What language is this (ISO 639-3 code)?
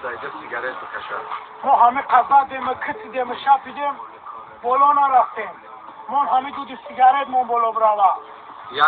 tgk